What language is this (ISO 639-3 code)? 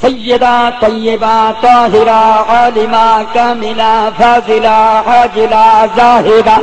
skr